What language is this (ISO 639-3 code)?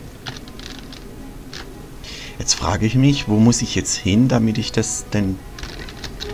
deu